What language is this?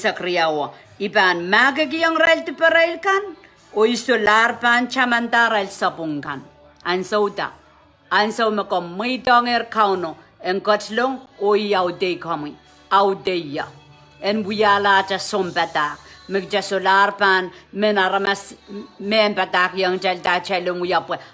Pohnpeian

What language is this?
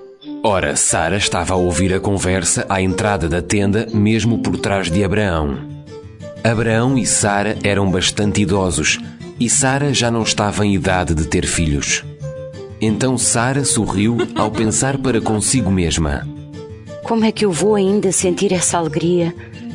Portuguese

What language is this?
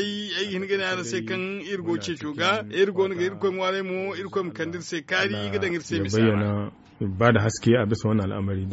Zarma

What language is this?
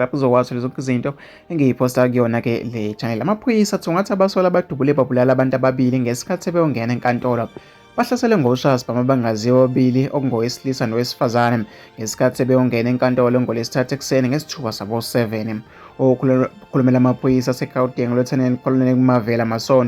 Zulu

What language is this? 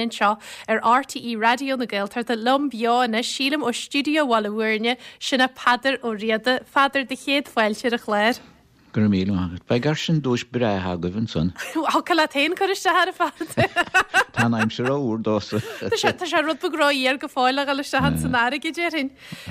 Irish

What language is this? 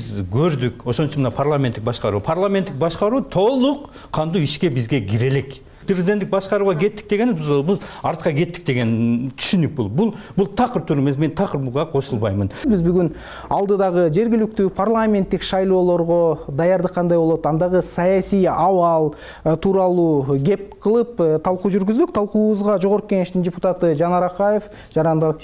Kyrgyz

